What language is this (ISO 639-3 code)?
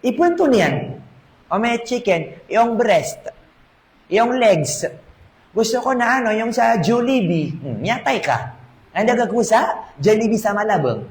mrw